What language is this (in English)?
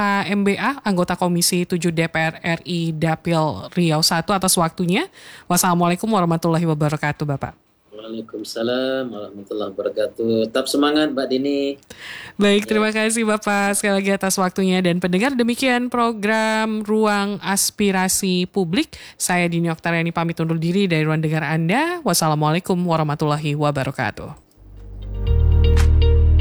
Indonesian